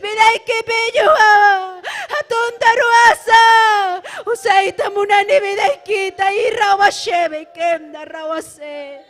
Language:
Ayacucho Quechua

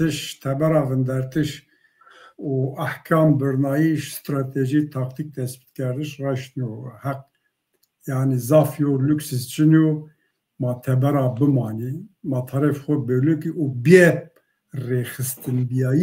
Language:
Zaza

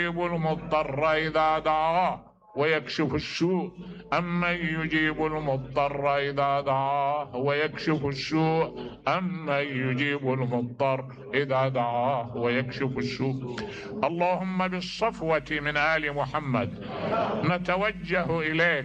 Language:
Mesopotamian Arabic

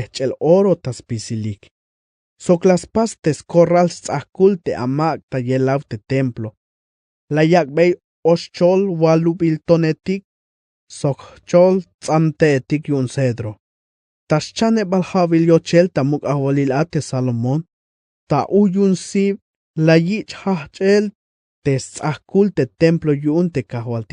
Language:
Tzeltal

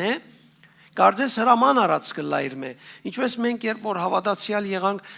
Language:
Western Armenian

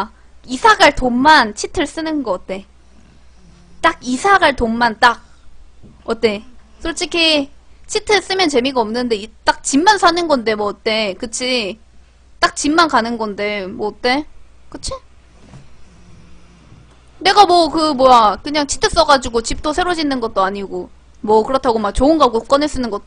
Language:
Korean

